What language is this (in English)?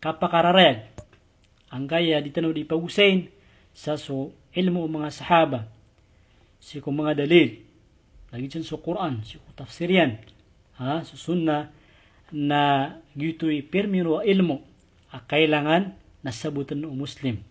Maranao